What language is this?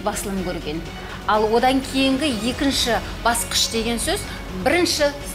Kazakh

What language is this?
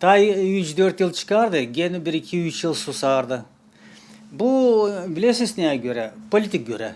Gagauz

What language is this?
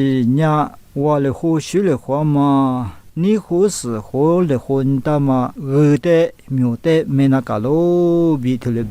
Lisu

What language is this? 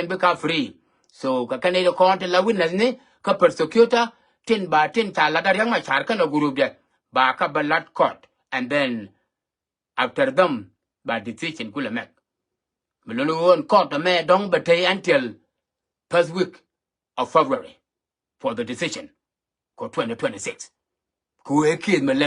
Nuer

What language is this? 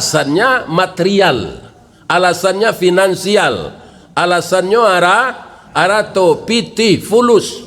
Minangkabau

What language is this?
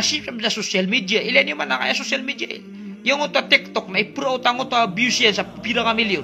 Maranao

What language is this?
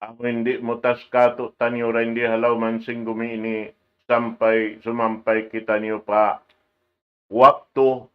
Tausug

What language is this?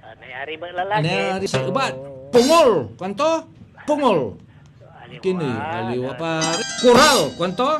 Pangasinan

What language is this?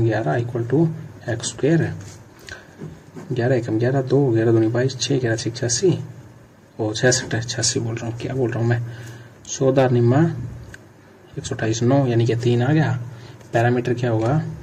Hindi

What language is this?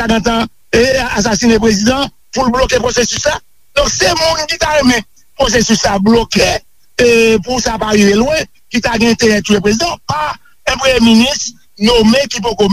Haitian Creole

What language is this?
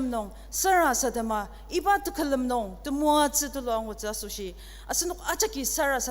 Ao Naga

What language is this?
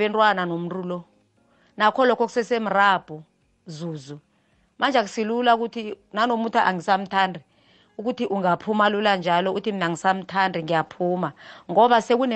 South Ndebele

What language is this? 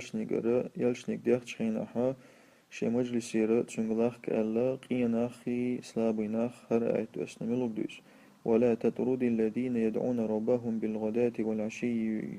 Chechen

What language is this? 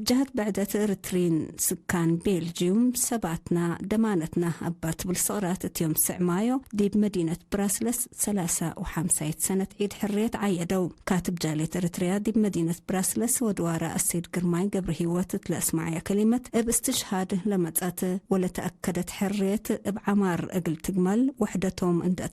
Tigre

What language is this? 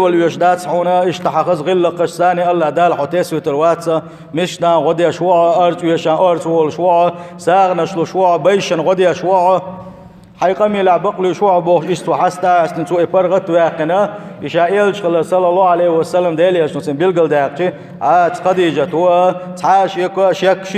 Chechen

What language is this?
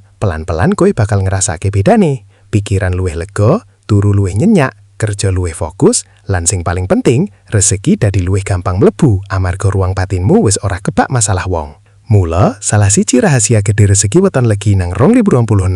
Javanese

